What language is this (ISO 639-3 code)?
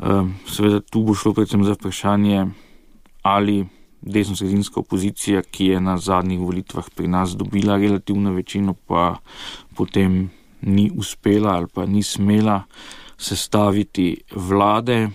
slv